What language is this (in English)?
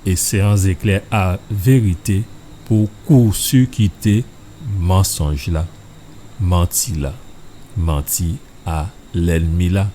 Guadeloupean Creole French